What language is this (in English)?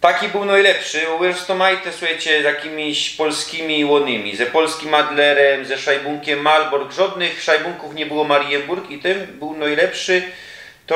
Silesian